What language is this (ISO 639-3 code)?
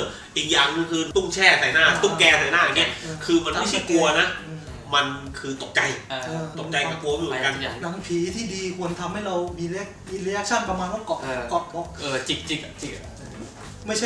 tha